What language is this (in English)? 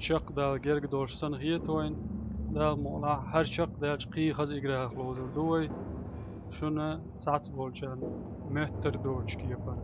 Chechen